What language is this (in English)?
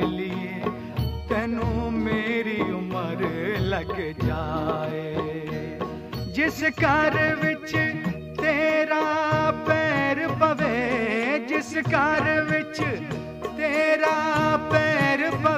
Hindi